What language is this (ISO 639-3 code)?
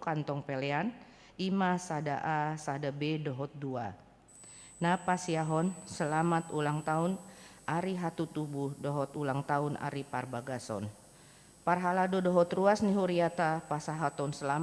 bbc